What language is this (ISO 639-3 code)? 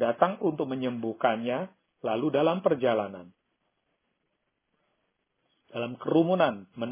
ind